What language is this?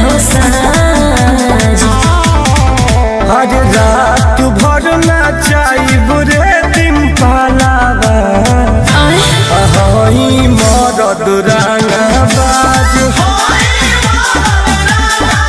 Bhojpuri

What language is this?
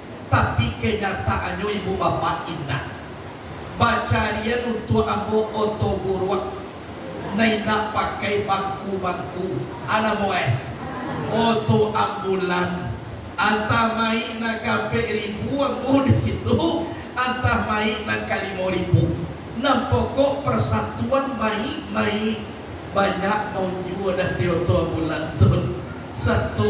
Minangkabau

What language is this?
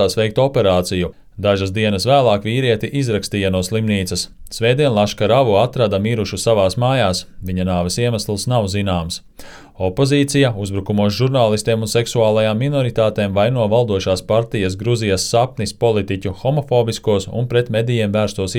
Latvian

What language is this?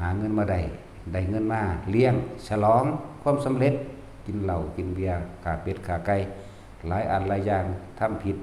Northeastern Thai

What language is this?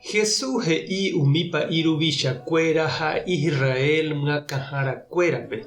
Guarani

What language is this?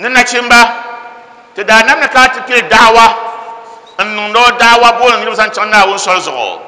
Dagbani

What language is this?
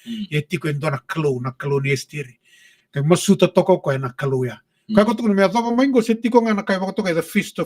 Fijian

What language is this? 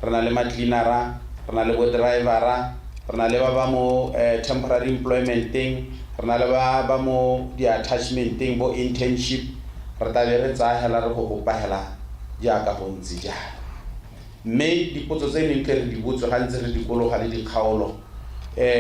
Tswana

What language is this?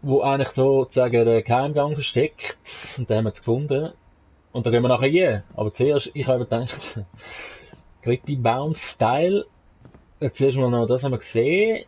Swiss German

